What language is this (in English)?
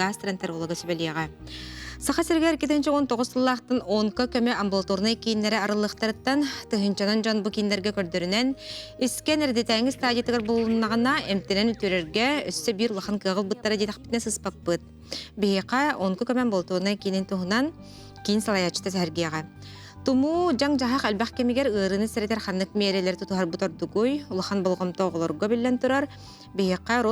Yakut